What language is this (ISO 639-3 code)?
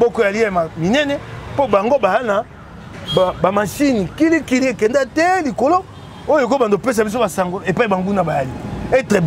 lin